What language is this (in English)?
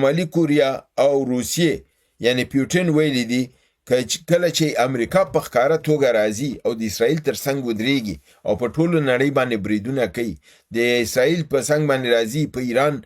Pashto